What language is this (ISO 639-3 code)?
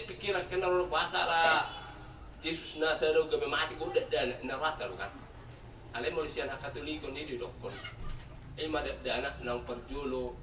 bbc